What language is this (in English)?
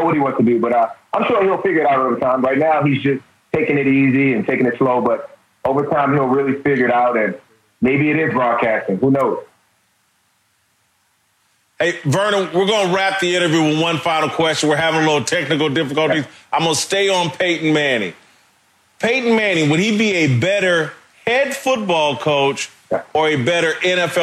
English